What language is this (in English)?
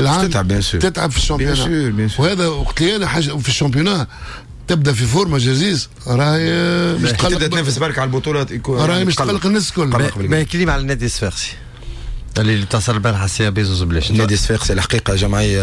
Tunisian Arabic